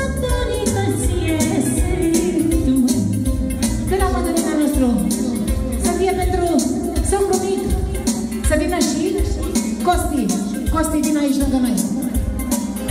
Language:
Romanian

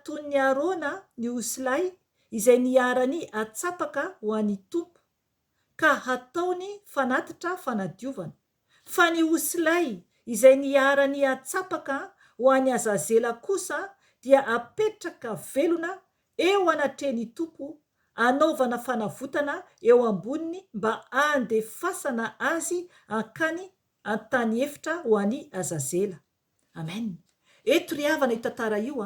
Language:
Malagasy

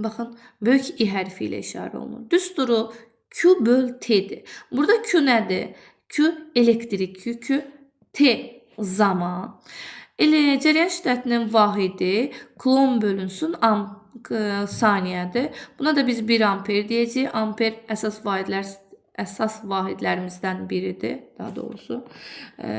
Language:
Azerbaijani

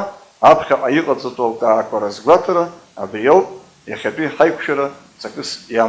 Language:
Abkhazian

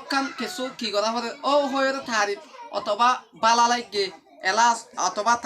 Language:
Rohingya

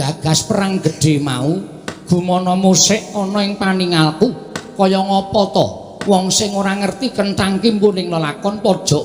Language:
Javanese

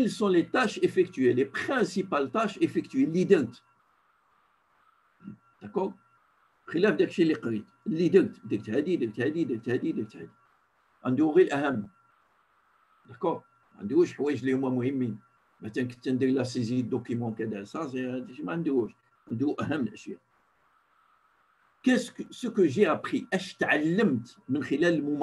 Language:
Moroccan Arabic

